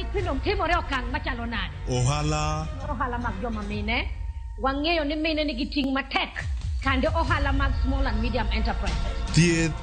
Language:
Luo (Kenya and Tanzania)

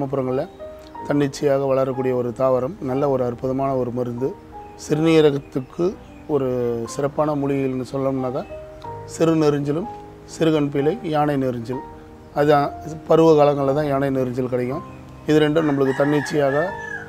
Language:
Tamil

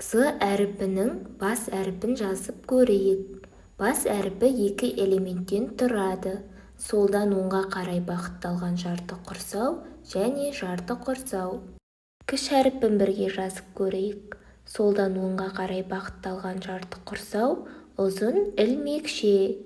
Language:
Kazakh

